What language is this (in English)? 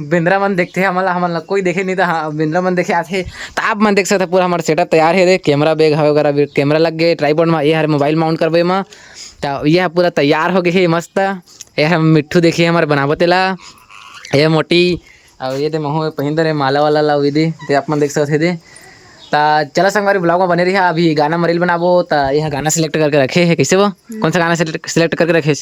Chhattisgarhi